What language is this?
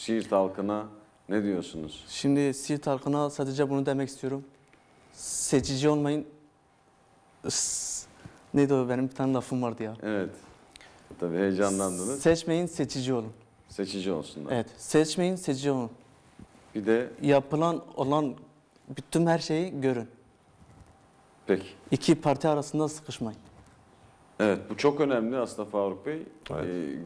Turkish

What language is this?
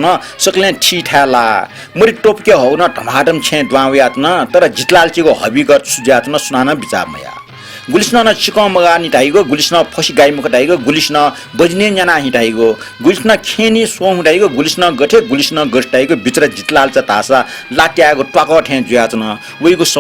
Newari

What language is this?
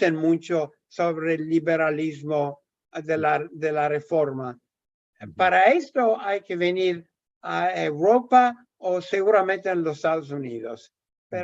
Ladino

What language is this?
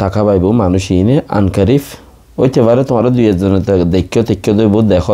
Rohingya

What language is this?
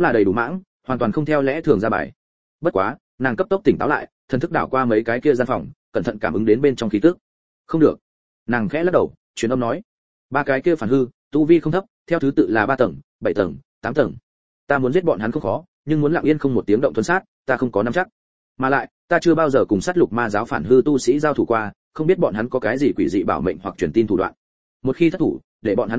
Vietnamese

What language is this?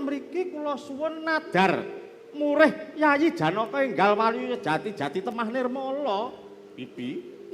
Javanese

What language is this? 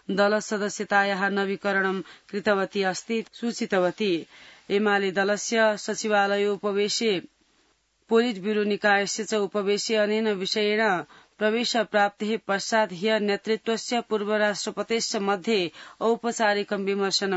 Sanskrit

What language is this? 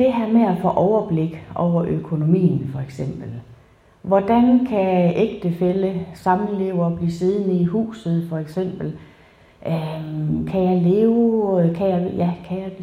Danish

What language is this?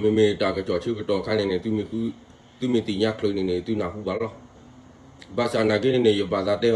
S'gaw Karen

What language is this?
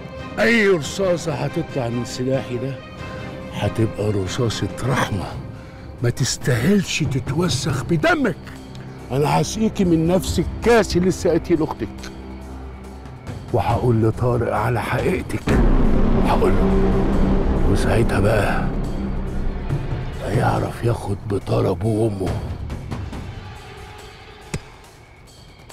Egyptian Arabic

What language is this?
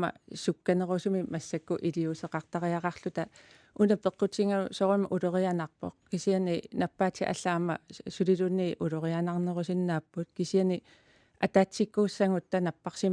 Kalaallisut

